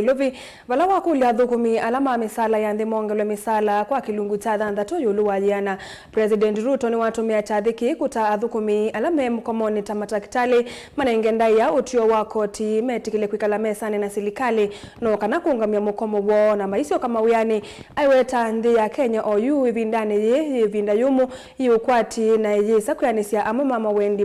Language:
Kamba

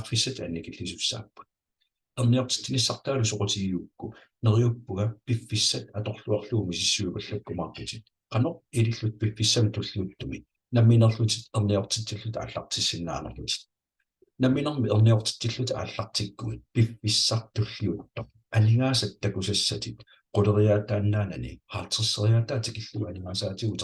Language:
Kalaallisut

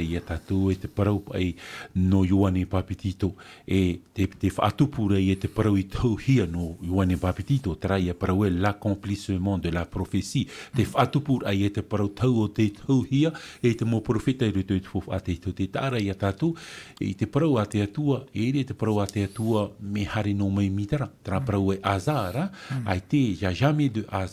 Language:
Tahitian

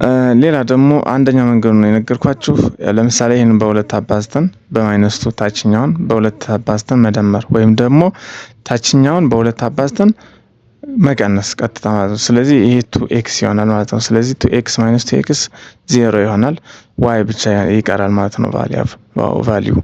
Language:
Amharic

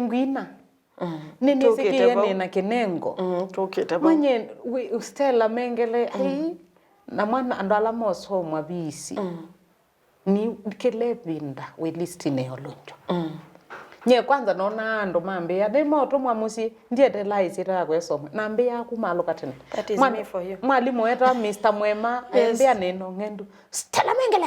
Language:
Kamba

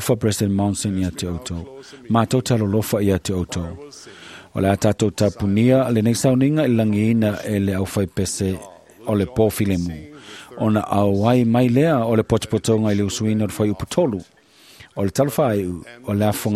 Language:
Samoan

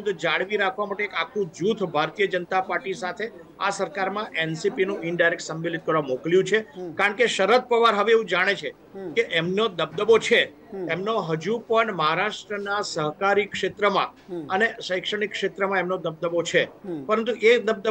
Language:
Gujarati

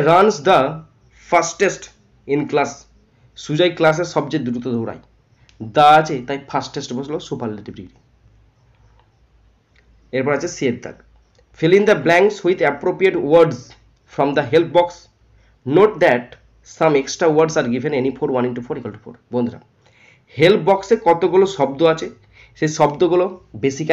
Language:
Bangla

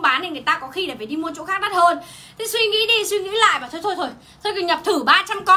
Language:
Vietnamese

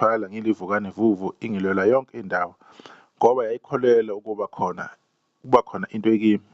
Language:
Zulu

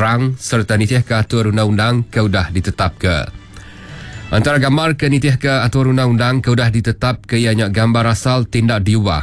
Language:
Iban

